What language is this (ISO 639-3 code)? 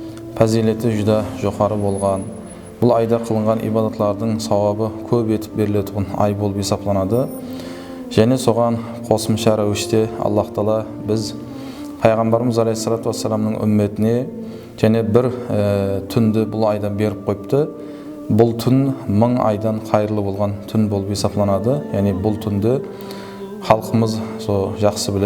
kaa